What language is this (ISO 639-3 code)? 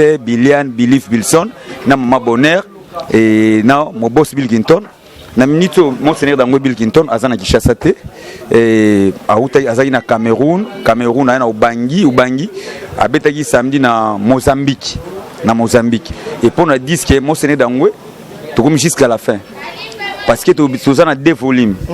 lin